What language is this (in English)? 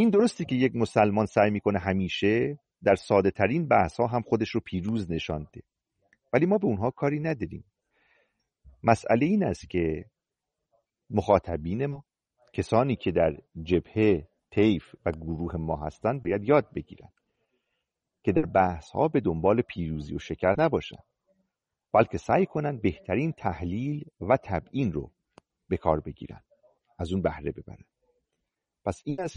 Persian